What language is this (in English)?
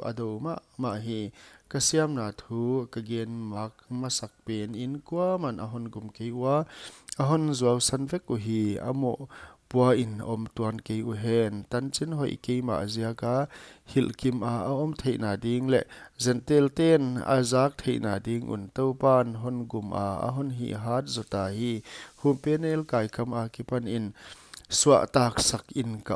Paite Chin